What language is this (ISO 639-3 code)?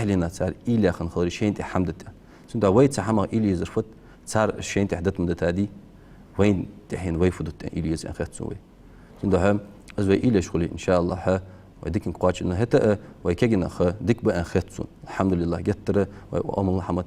inh